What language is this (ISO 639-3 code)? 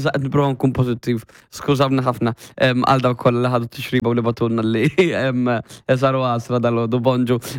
mlt